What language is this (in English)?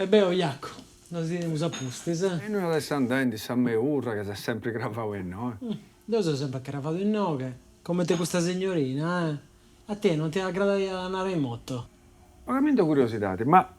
Sardinian